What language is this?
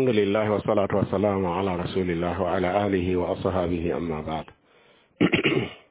Mossi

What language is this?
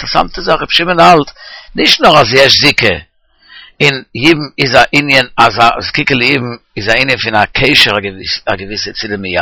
Yiddish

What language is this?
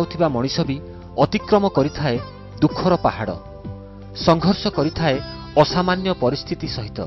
Odia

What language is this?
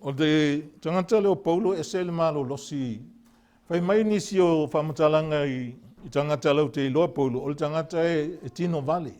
Samoan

